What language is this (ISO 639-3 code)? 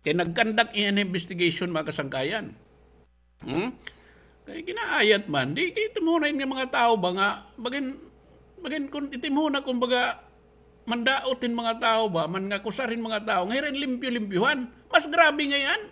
war